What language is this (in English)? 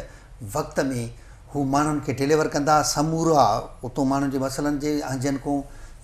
Sindhi